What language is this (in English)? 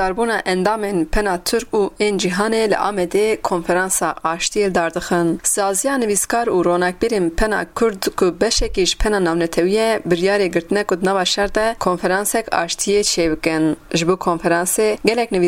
Kurdish